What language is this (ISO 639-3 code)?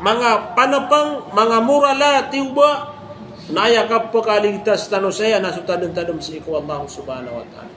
mrw